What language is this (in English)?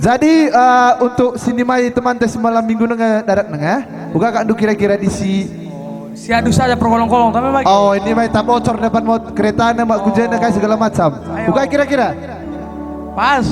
Batak Karo